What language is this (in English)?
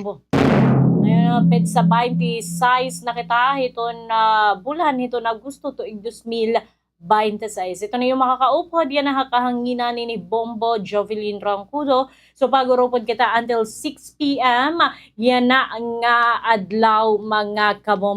Waray